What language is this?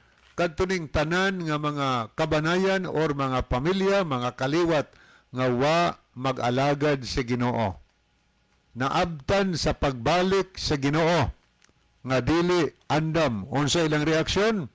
Cebuano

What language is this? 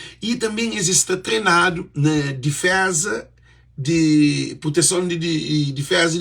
Kabuverdianu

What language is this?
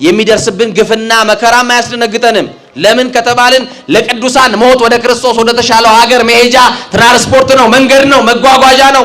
Amharic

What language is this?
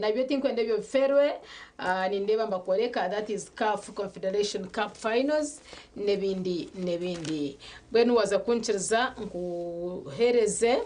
Nyankole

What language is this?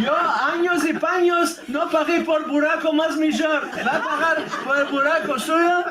Ladino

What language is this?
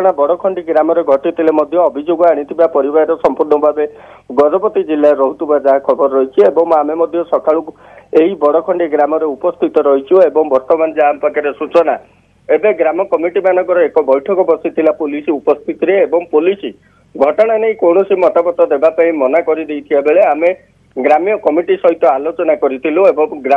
Odia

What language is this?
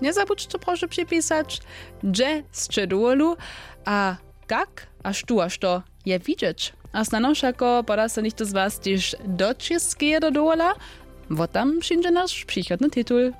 Upper Sorbian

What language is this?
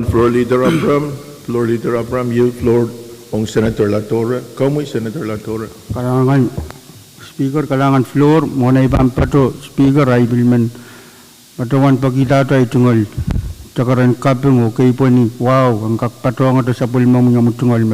Pohnpeian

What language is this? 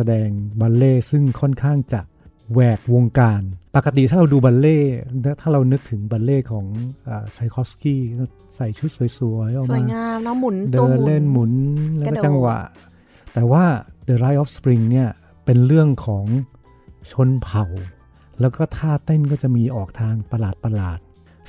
Thai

